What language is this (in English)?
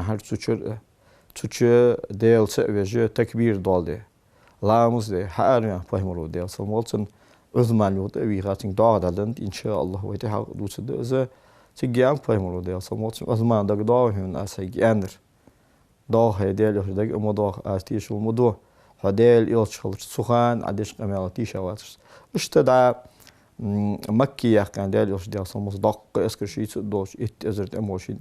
Ingush